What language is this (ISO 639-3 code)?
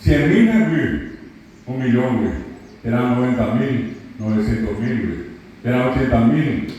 grn